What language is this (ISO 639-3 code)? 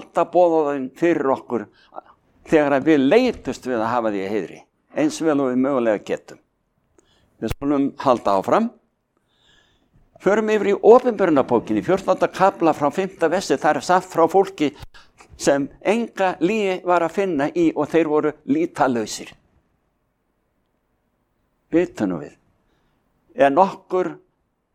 isl